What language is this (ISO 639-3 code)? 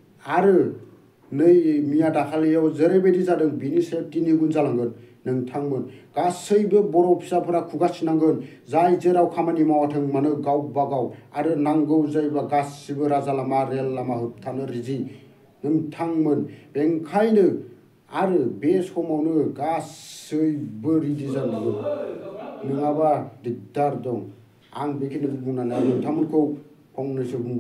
brx